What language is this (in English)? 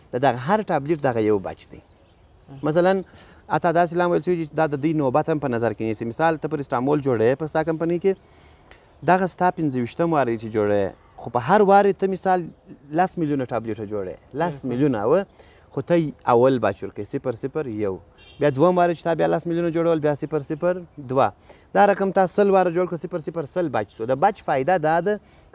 Pashto